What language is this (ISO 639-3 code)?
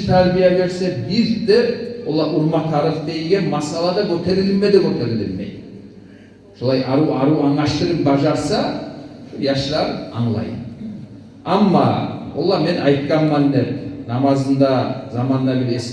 kum